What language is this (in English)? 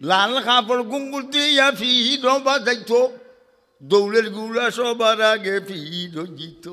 Sylheti